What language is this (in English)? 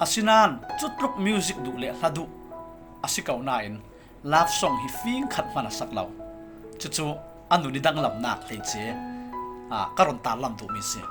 Falam Chin